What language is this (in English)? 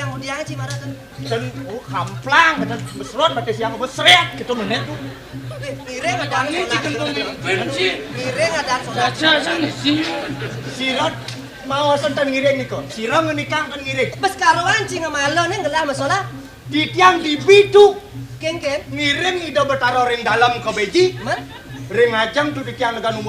Balinese